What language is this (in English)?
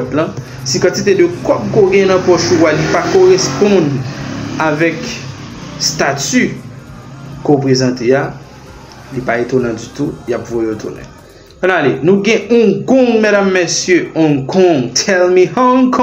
Haitian Creole